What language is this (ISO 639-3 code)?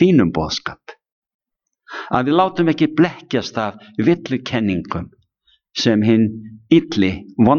isl